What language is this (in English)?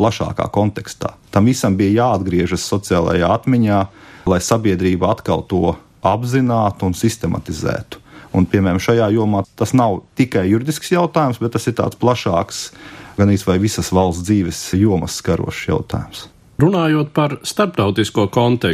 Latvian